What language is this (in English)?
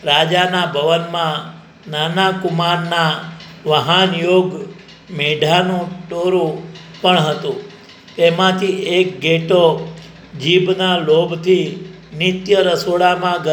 Gujarati